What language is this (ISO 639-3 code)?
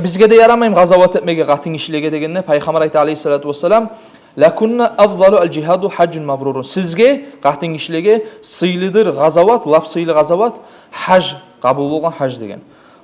kum